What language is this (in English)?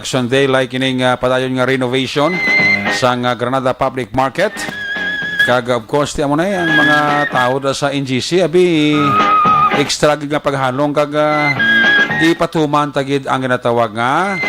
Hiligaynon